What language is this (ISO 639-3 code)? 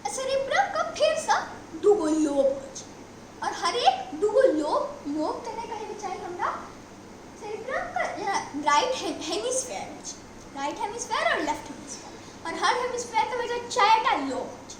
mai